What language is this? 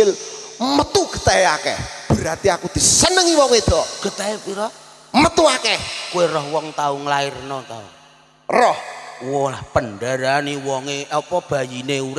Javanese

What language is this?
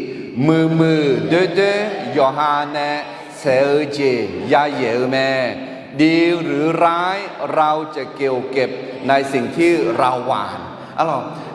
Akha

